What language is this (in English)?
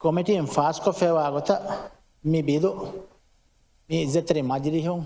Divehi